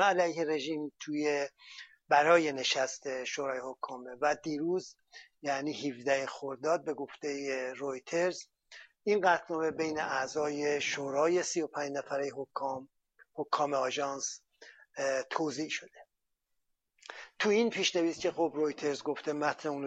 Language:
Persian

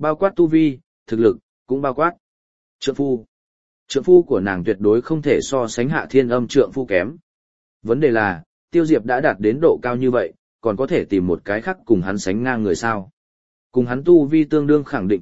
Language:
Vietnamese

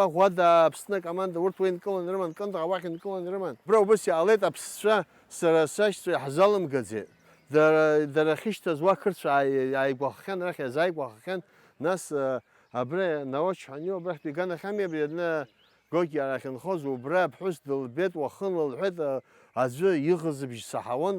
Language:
Abkhazian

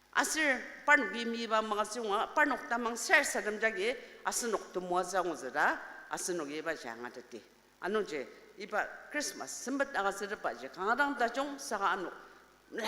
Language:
Ao Naga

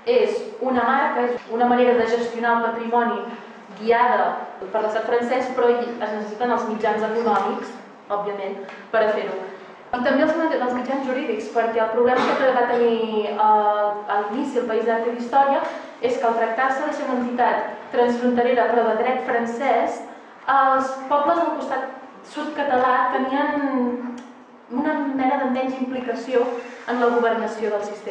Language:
Catalan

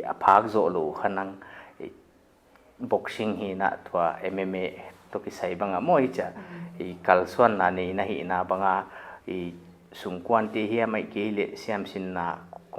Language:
Paite Chin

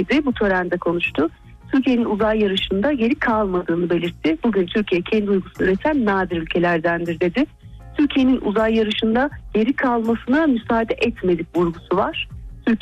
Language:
Turkish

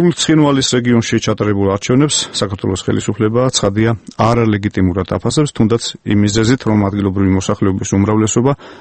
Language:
Georgian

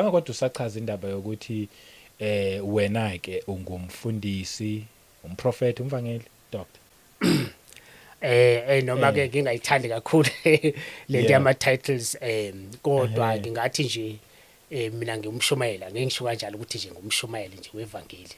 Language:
Zulu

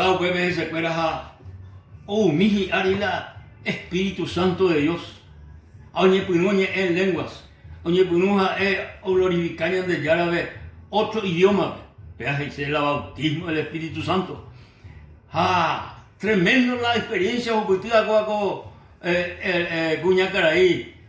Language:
Guarani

